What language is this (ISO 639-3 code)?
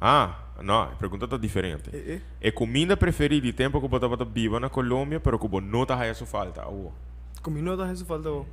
pap